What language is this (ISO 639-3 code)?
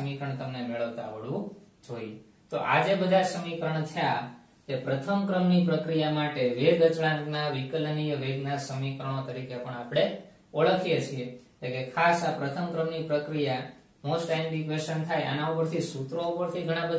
guj